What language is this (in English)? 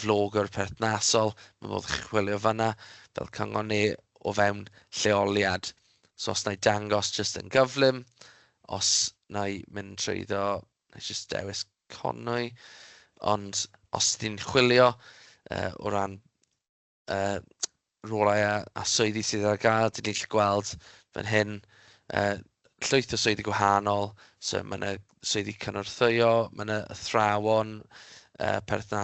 Welsh